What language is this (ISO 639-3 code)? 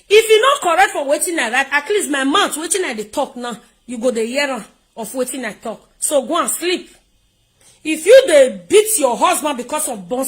pcm